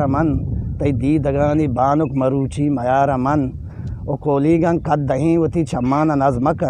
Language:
Eastern Balochi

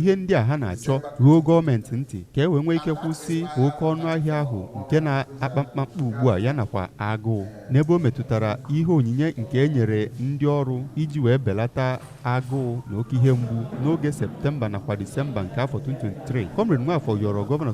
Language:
Igbo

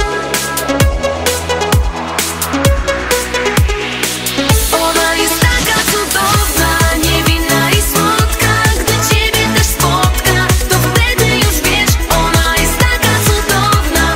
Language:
Polish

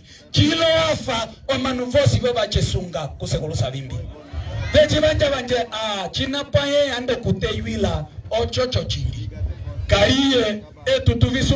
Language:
Umbundu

